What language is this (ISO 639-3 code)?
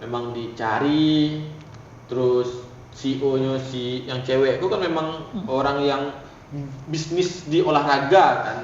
min